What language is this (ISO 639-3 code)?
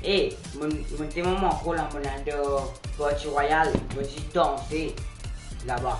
mfe